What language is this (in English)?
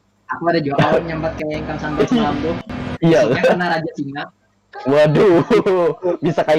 Banjar